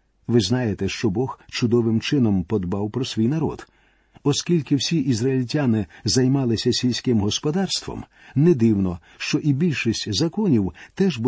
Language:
Ukrainian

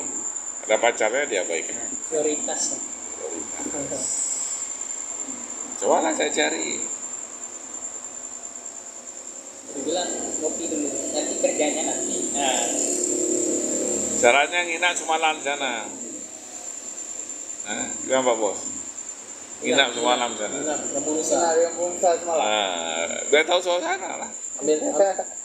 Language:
Indonesian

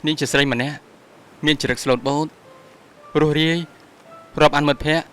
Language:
Khmer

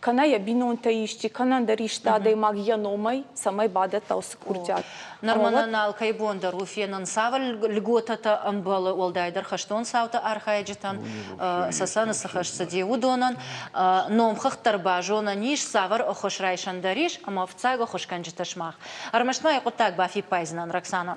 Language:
Ossetic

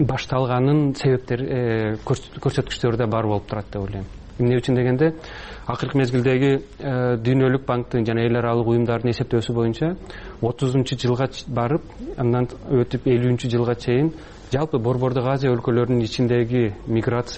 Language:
Kyrgyz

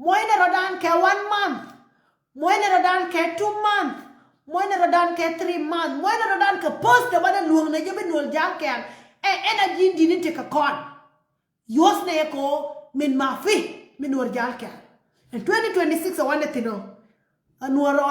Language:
Nuer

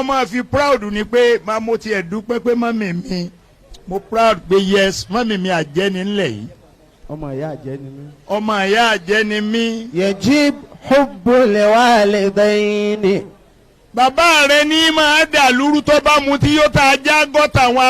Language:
Yoruba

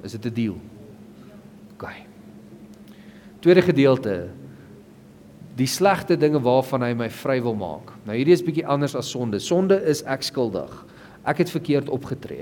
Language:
Afrikaans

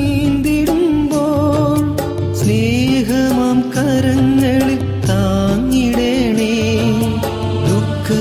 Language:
Malayalam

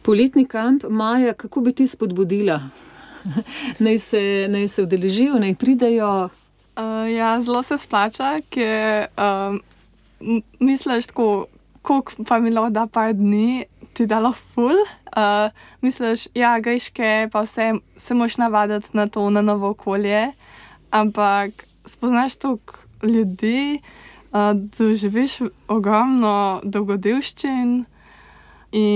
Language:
Slovenian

